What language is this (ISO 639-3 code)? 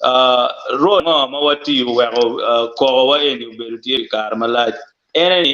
ach